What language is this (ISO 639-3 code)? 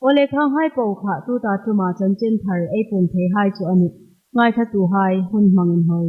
hmr